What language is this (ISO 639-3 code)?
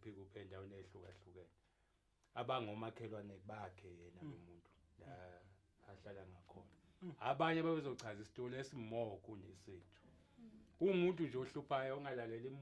zul